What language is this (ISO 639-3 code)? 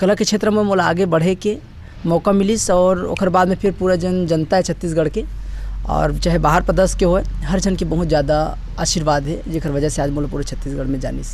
hne